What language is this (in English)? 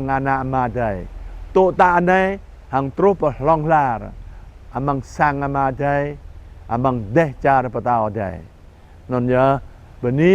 Jarai